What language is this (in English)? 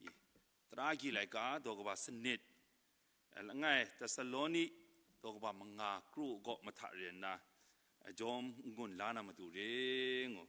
Kachin